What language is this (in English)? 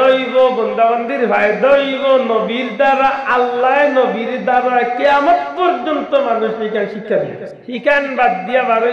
Sylheti